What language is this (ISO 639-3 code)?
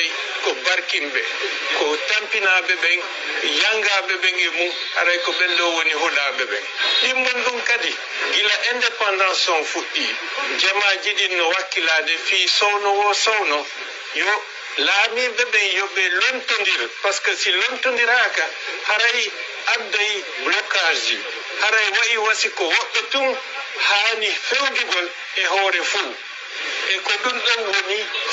fuf